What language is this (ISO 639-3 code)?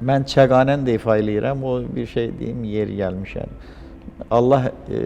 aze